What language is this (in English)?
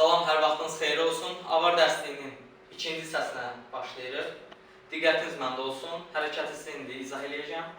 Azerbaijani